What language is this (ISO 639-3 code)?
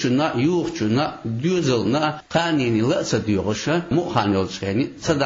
che